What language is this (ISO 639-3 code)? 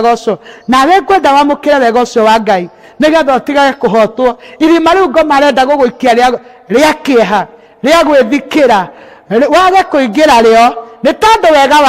kik